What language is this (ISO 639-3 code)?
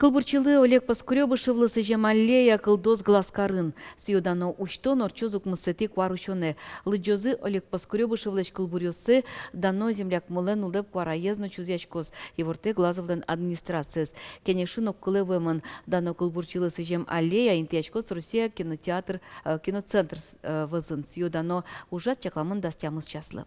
udm